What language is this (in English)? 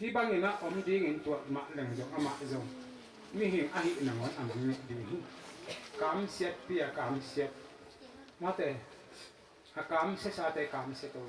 Tedim Chin